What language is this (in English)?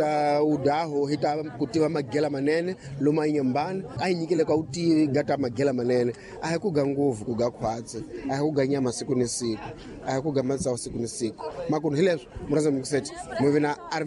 Tsonga